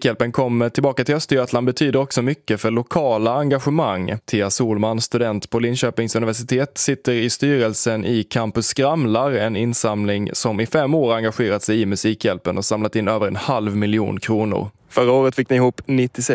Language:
Swedish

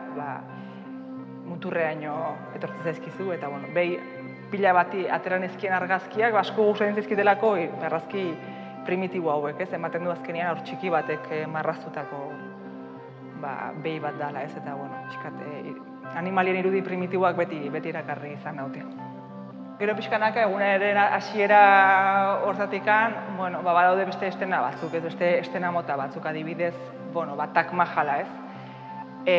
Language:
Basque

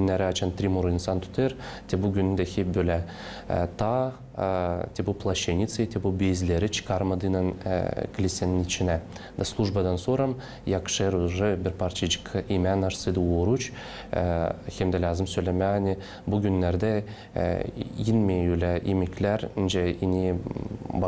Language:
Gagauz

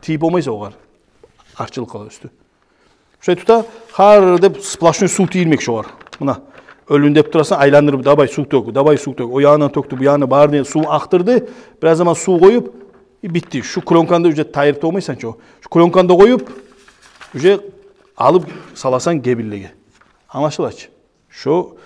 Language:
Kumyk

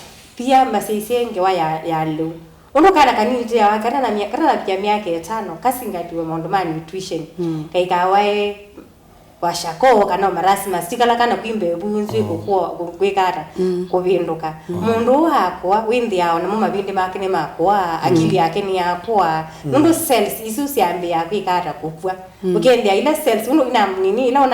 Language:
Kamba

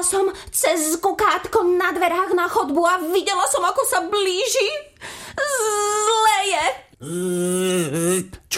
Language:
Slovak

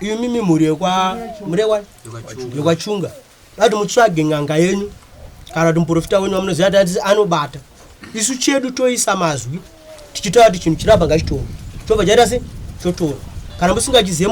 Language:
Shona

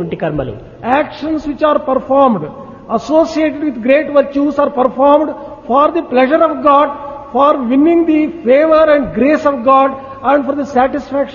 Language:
Telugu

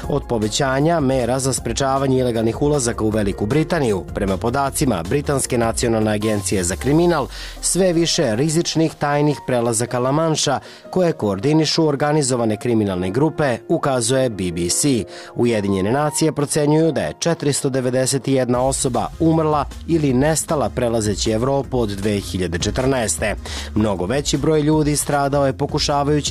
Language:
Serbian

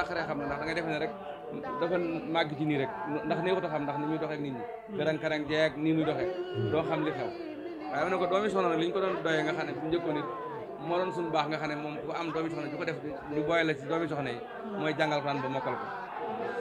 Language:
Wolof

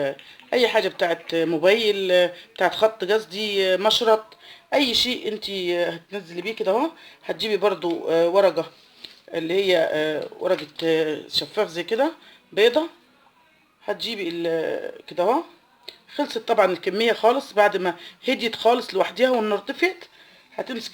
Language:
Egyptian Arabic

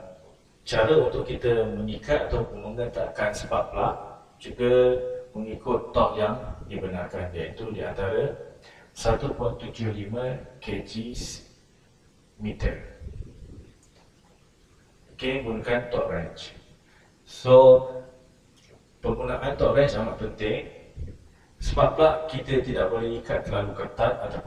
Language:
Malay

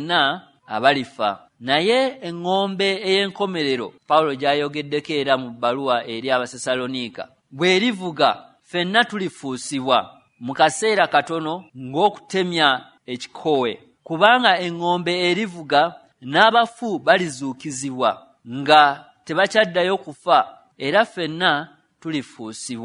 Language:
Ganda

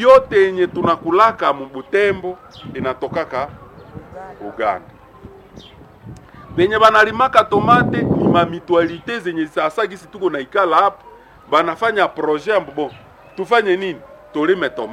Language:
Swahili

